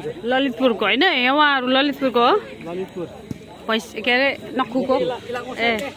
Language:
Nepali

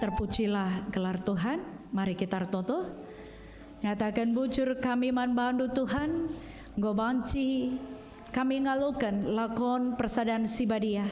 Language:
Batak Karo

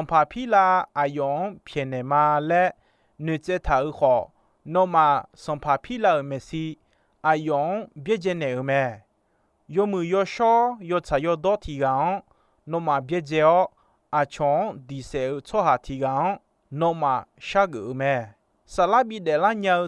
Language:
Akha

